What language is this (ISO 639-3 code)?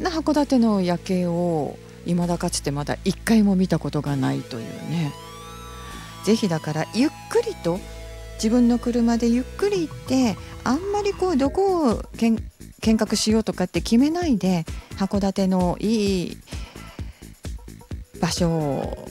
jpn